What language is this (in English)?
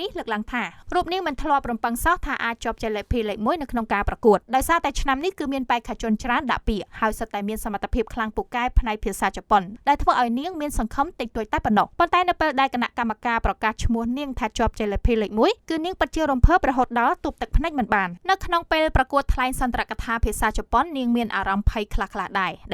Khmer